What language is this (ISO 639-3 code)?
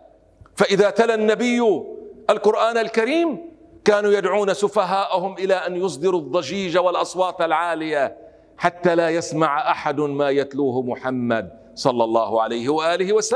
ara